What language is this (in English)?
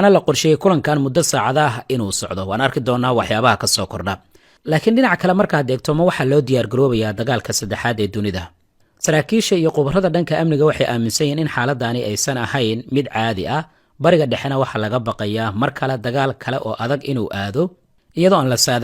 Somali